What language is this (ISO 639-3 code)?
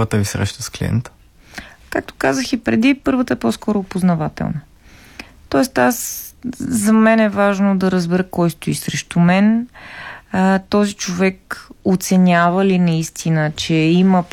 bul